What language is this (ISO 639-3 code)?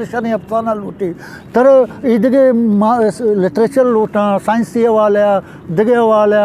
bgp